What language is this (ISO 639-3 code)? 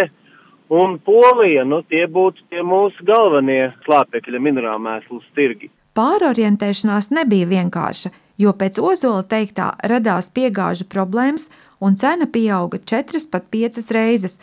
lav